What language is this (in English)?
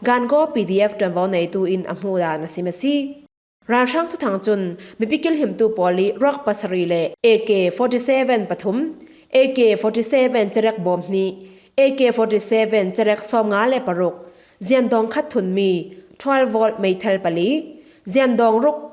Falam Chin